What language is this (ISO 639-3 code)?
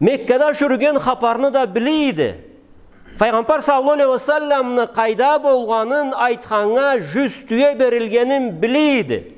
krc